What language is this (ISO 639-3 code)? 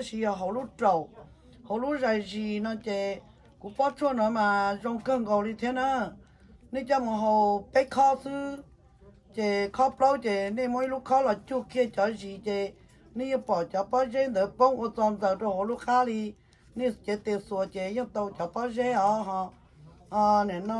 hmn